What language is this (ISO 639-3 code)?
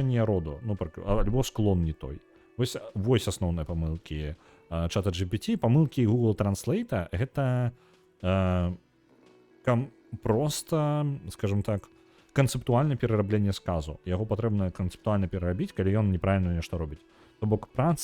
bel